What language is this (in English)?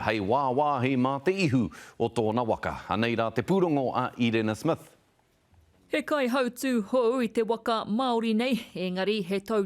Māori